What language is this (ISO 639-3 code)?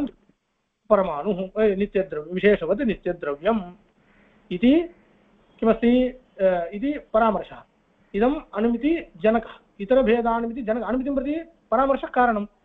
san